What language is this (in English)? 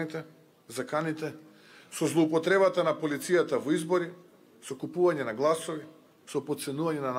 Macedonian